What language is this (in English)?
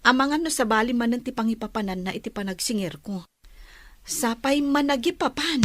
Iloko